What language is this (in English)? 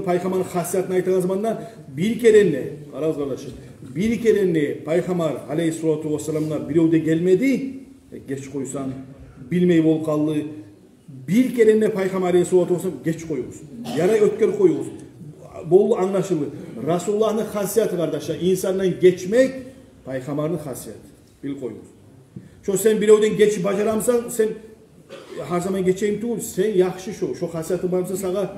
Kumyk